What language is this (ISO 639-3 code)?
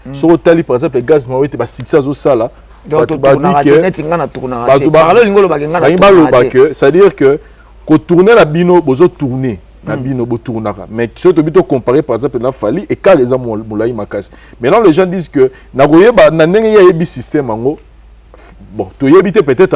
lin